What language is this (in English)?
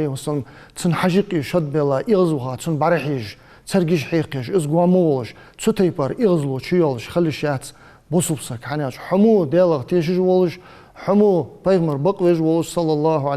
Ingush